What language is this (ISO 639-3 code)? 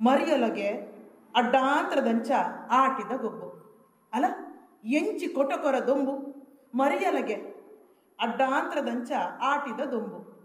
tcy